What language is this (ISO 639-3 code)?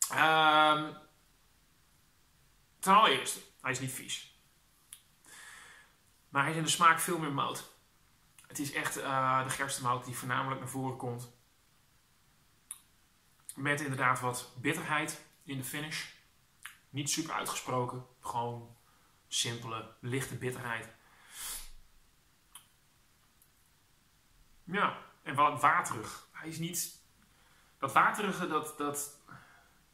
nld